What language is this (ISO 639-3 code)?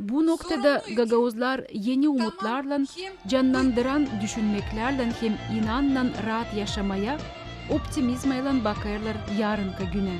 gag